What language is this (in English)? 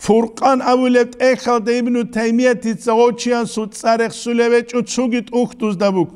Avaric